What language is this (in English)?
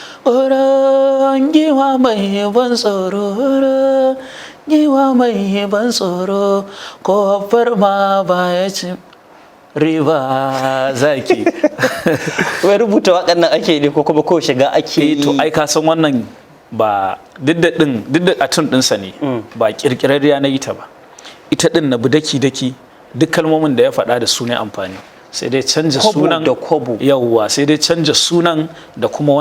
Hausa